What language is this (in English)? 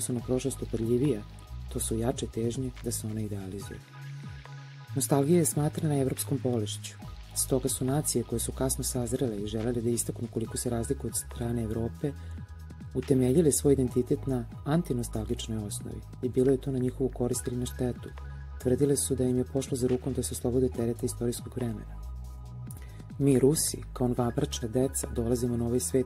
Serbian